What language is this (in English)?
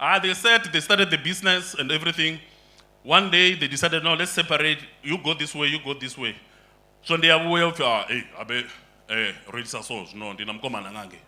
Venda